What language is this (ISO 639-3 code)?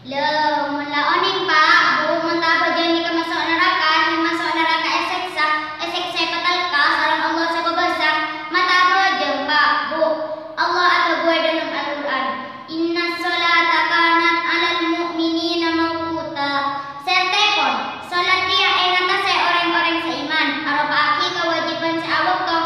mad